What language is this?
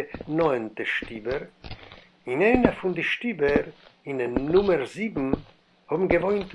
Yiddish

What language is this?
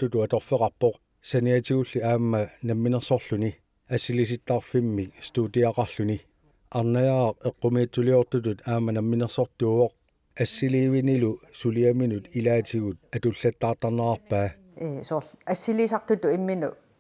Kalaallisut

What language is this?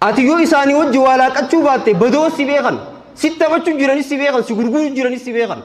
Oromo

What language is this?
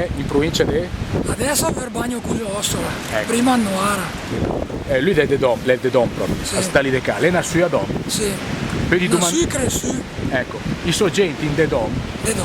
Lombard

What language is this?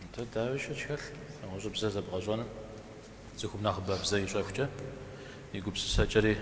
Kabardian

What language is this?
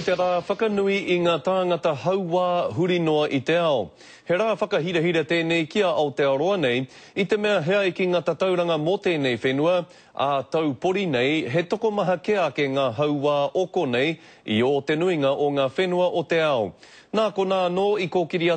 Māori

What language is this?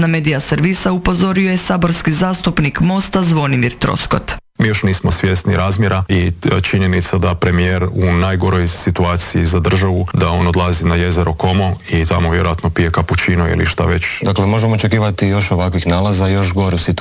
Croatian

